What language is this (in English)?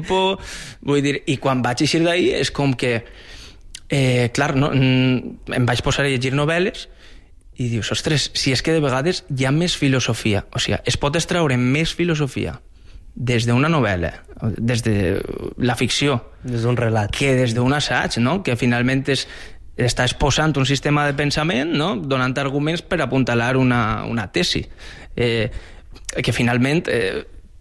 Catalan